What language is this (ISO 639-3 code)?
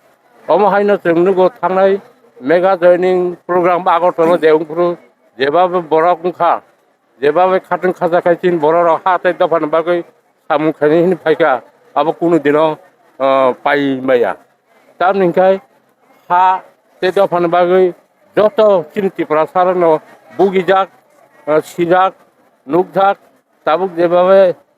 trp